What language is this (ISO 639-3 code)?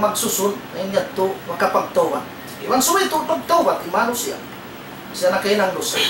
tsg